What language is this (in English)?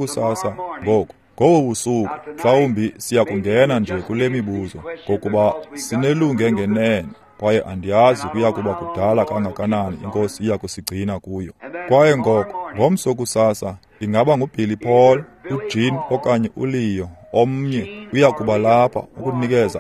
Xhosa